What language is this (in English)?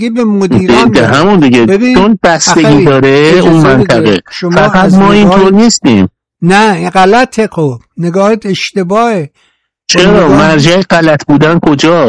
Persian